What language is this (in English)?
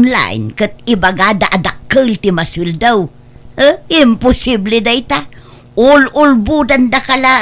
Iloko